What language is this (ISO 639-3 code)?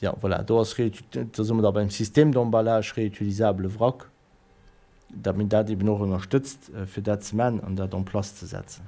ltz